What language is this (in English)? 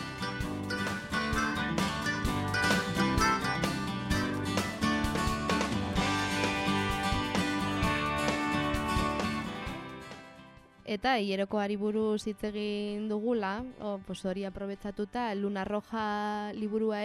Basque